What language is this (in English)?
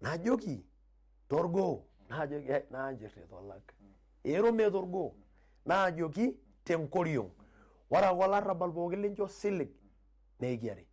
Masai